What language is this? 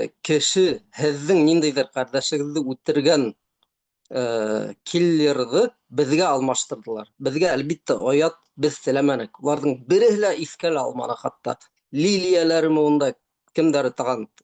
Bashkir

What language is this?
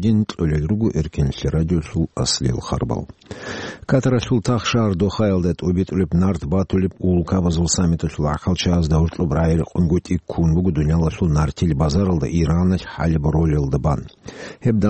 Avaric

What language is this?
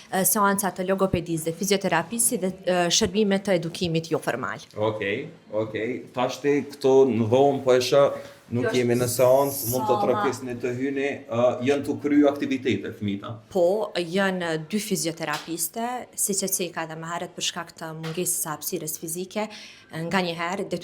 Albanian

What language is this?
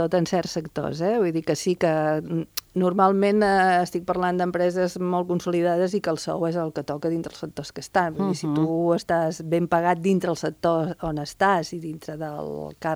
Catalan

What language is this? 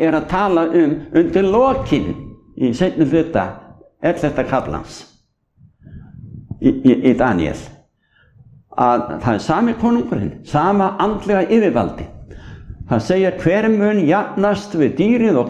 Icelandic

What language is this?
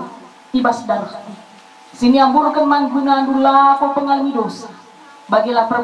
Batak Karo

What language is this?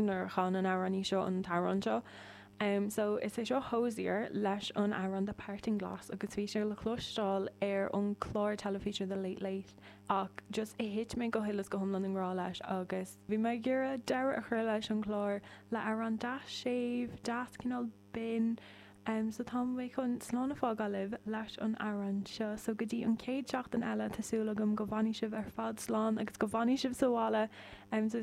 Irish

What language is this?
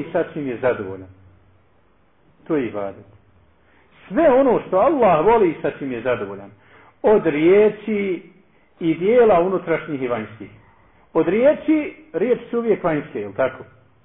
Bosnian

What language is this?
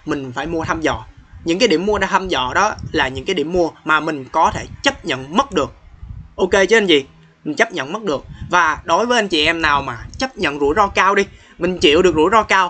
Vietnamese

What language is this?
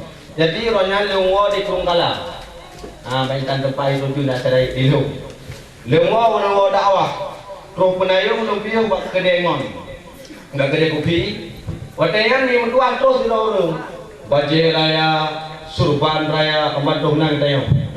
Achinese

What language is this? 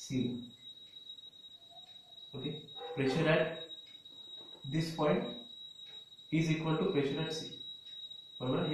Marathi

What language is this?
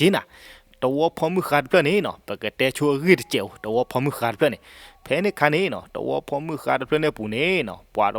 S'gaw Karen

